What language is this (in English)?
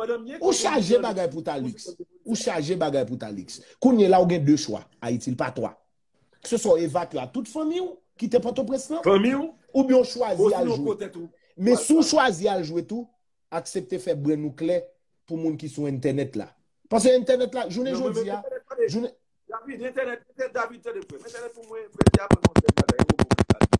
Haitian Creole